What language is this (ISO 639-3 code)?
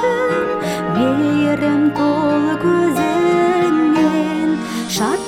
kaz